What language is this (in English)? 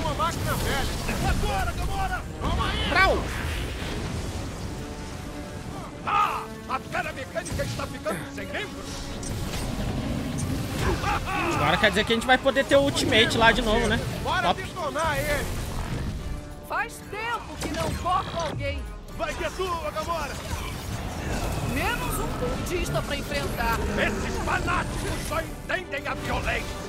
Portuguese